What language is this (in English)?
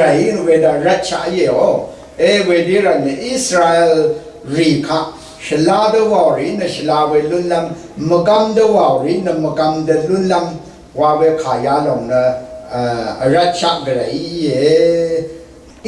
Rawang